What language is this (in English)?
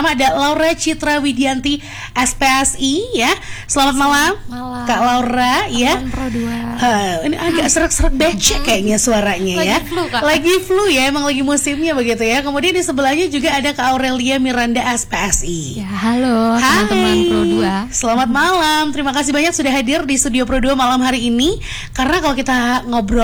Indonesian